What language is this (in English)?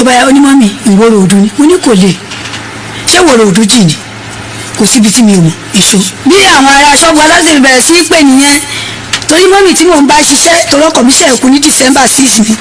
Yoruba